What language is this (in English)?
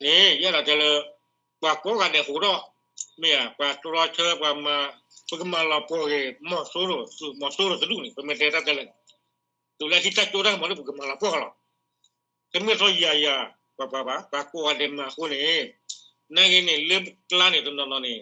S'gaw Karen